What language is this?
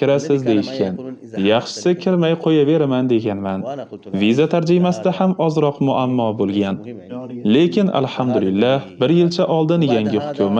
Uzbek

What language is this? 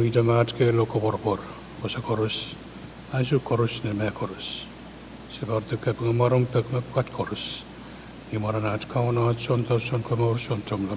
Pohnpeian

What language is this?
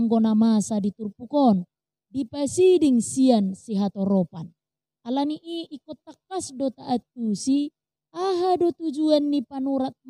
Batak Toba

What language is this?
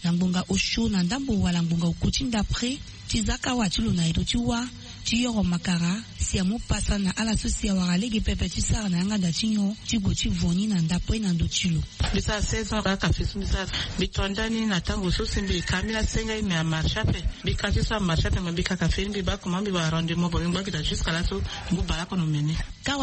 Sango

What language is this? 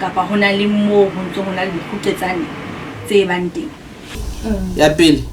Southern Sotho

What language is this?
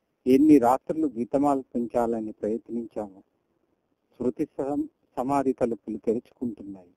Telugu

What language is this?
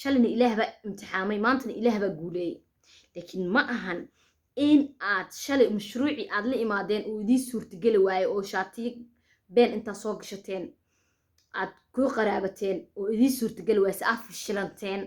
Somali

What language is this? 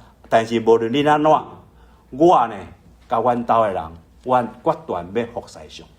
Min Nan Chinese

